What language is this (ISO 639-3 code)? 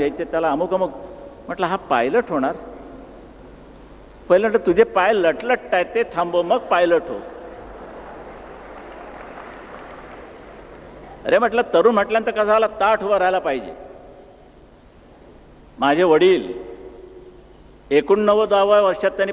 mar